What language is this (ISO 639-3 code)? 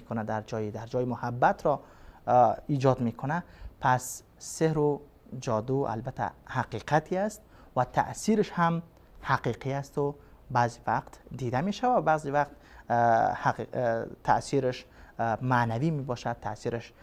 fas